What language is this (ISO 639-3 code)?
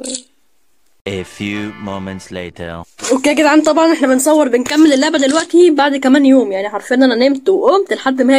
arz